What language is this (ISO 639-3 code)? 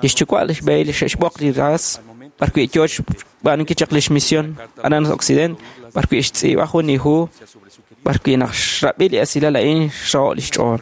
kek